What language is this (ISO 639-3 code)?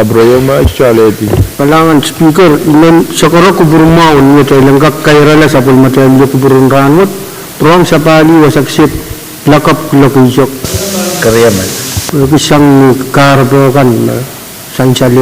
pon